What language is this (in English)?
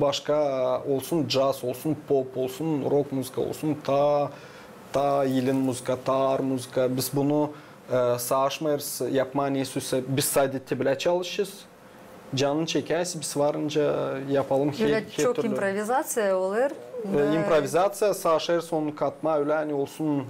Gagauz